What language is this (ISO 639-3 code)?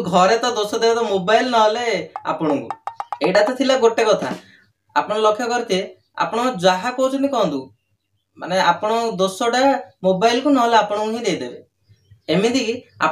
ori